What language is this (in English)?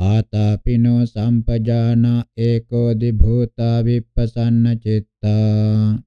Pali